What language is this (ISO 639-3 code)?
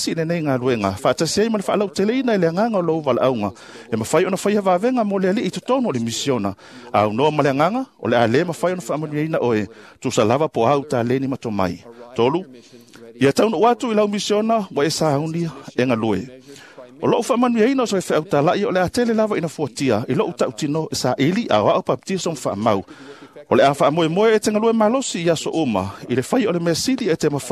smo